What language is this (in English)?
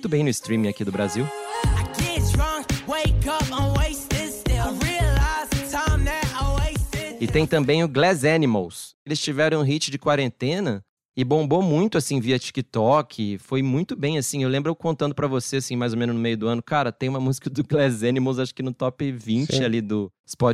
Portuguese